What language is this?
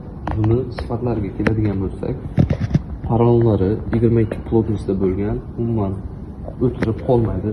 Uzbek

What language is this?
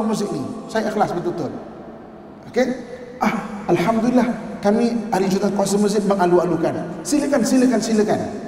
Malay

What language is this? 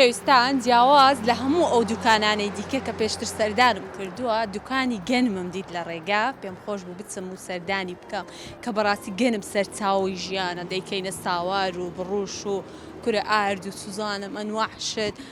Central Kurdish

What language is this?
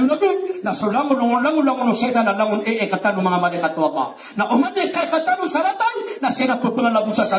Maranao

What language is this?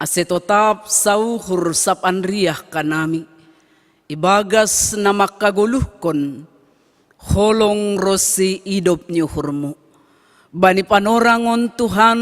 Batak Simalungun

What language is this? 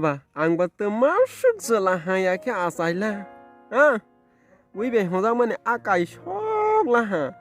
Kok Borok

